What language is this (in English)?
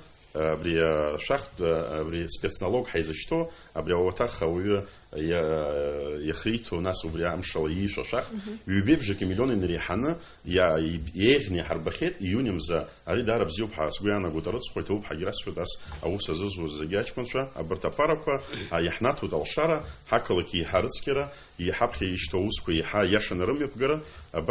Abkhazian